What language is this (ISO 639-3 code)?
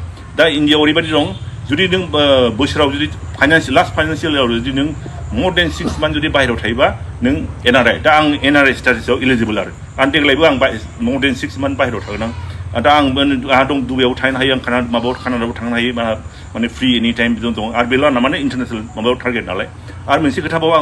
brx